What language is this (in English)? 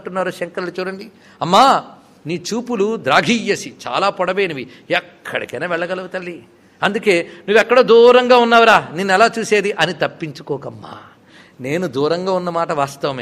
Telugu